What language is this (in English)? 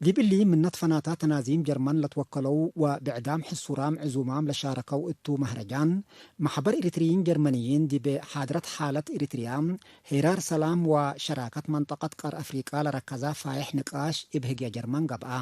Tigre